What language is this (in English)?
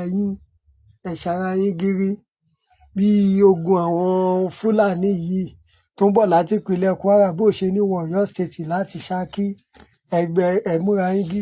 Yoruba